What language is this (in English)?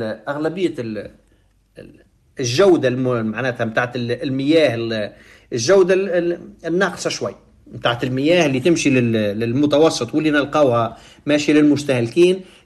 Tunisian Arabic